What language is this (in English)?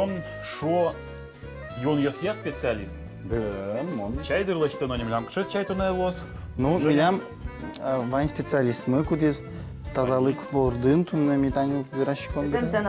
Udmurt